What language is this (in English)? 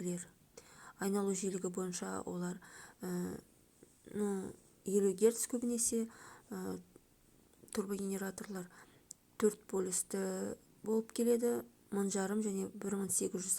Kazakh